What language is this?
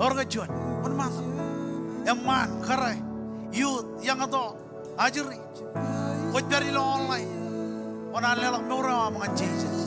Marshallese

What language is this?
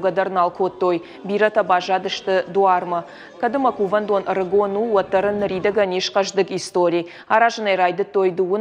Ossetic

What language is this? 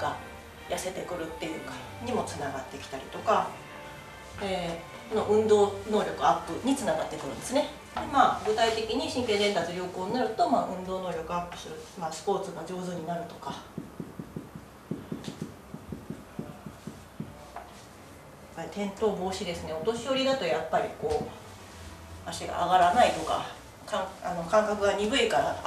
Japanese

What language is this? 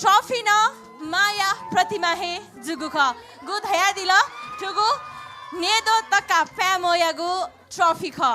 Newari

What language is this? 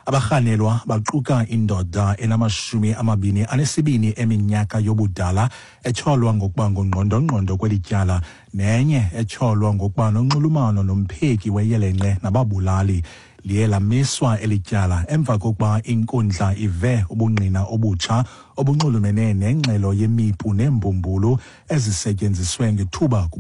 Xhosa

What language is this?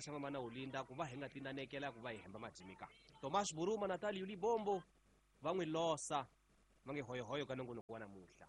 Tsonga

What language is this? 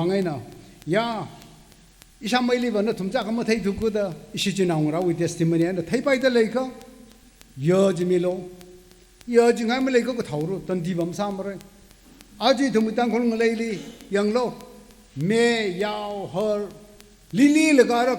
Tangkhul Naga (India)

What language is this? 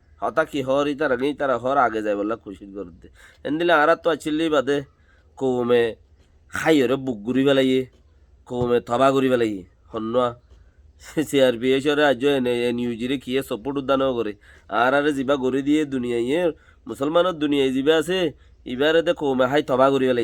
Rohingya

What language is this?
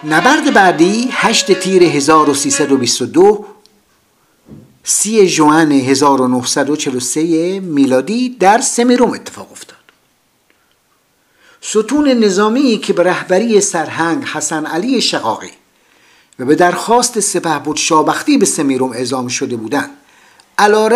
Persian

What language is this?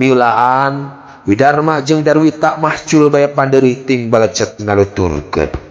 Sundanese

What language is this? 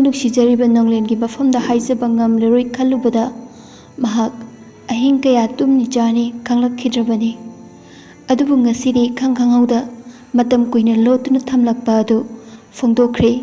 Manipuri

